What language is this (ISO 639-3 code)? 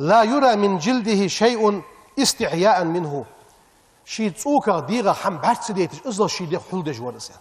inh